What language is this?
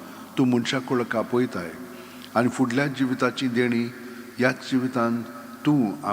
Konkani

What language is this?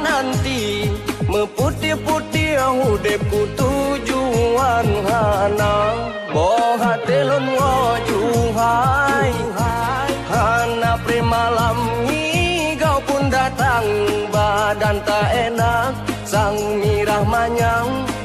Achinese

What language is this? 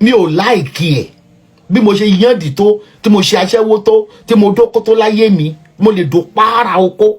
Yoruba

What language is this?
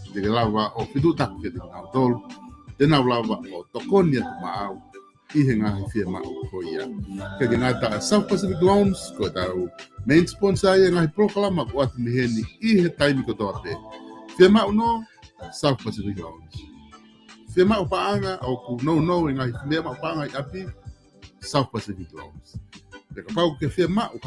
Tongan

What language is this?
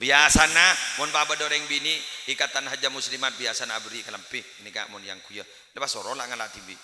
Madurese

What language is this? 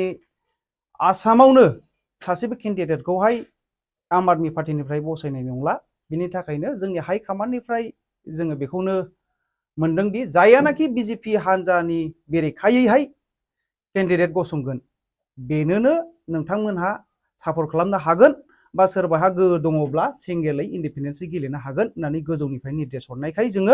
Bodo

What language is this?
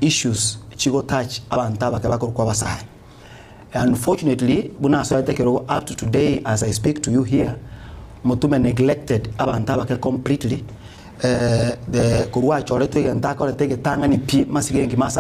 Gusii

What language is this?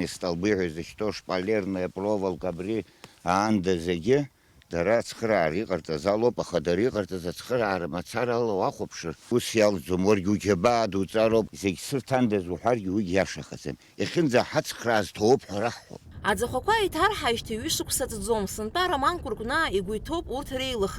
Abkhazian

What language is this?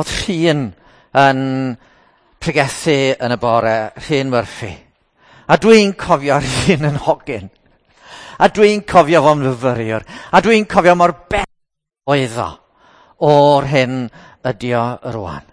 Welsh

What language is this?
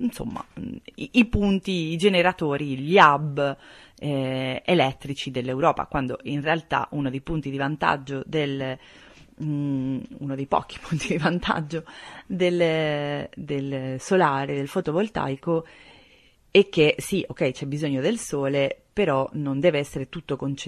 Italian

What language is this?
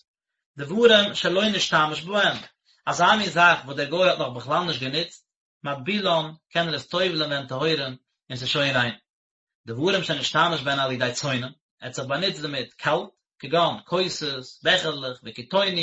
Yiddish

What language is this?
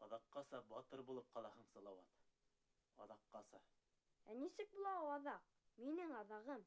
Bashkir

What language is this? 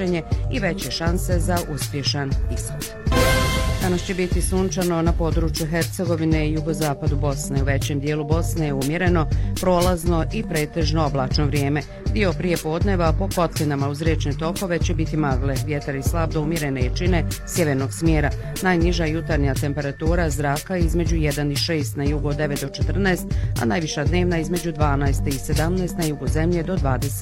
Bosnian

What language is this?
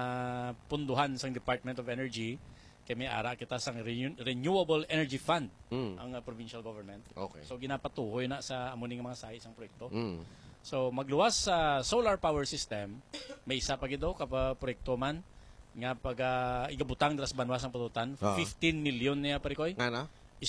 Hiligaynon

